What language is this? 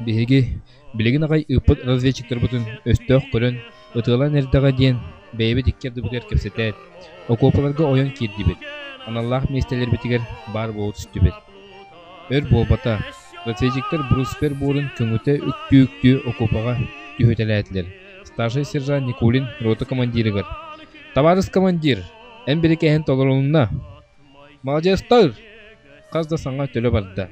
Yakut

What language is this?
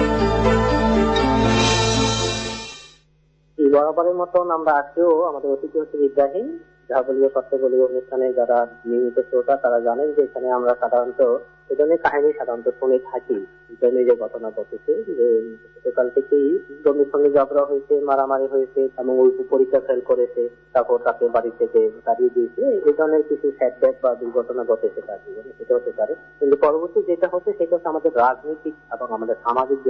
Bangla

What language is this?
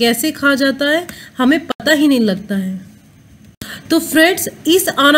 Hindi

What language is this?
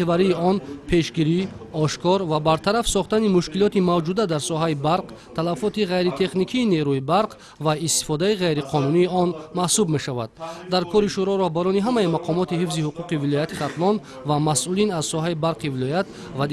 Tajik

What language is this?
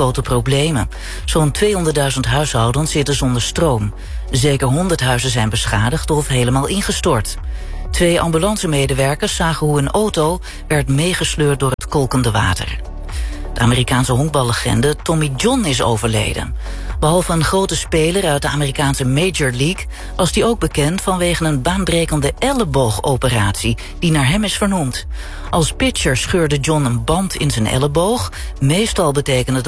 Dutch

